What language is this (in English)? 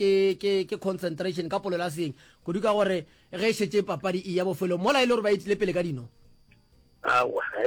Northern Sotho